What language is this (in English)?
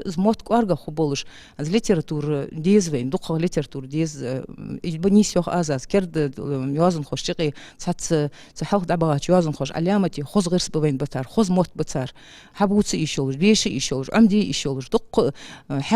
Ingush